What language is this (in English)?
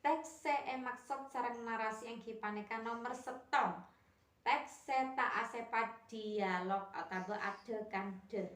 Madurese